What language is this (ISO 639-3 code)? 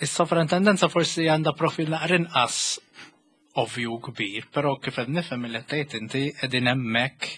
mlt